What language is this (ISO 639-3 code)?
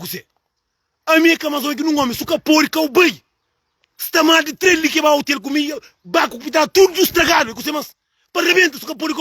kea